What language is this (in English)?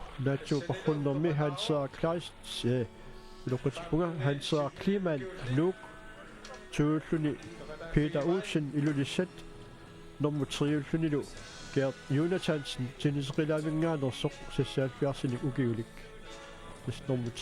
Kalaallisut